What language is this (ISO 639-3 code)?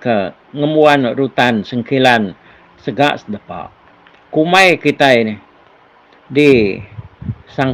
iba